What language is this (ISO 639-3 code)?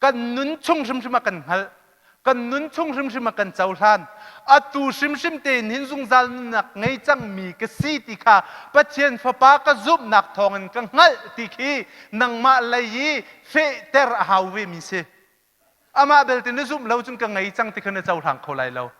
cnh